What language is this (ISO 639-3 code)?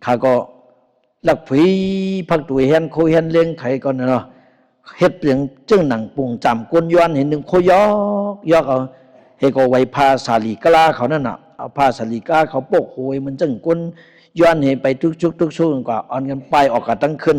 shn